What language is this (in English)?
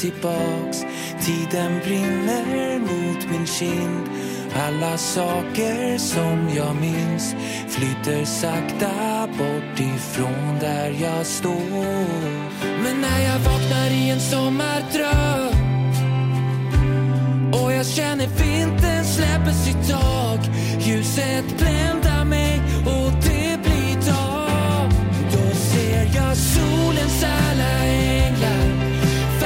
Swedish